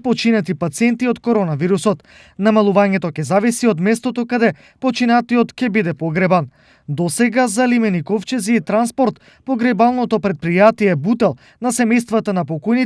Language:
Macedonian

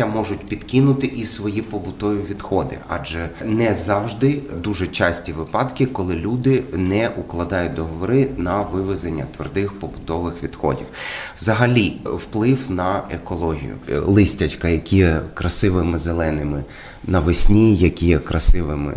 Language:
Ukrainian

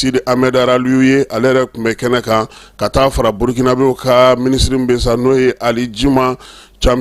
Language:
Bambara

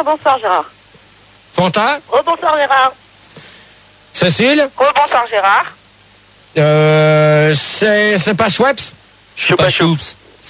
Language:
French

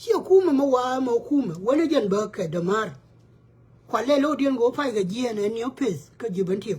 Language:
Nuer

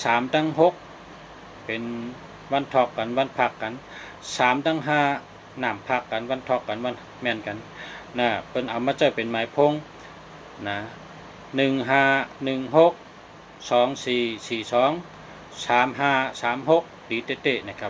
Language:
Shan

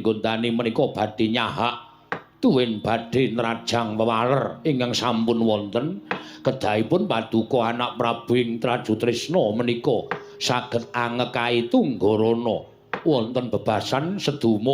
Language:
Javanese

